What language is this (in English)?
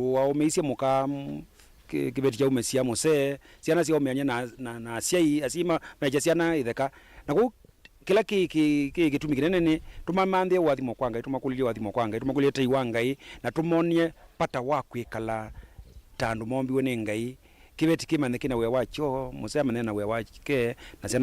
Kamba